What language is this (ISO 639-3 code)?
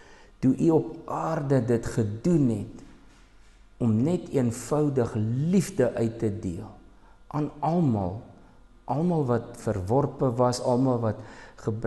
afr